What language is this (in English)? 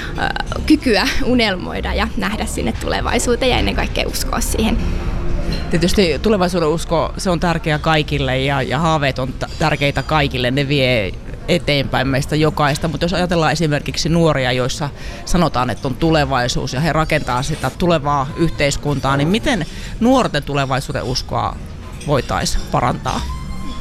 Finnish